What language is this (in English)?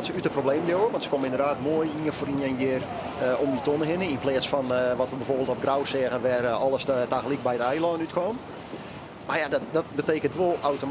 Western Frisian